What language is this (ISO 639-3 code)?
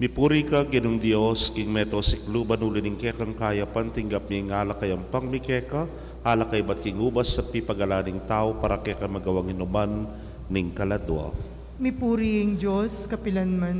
pam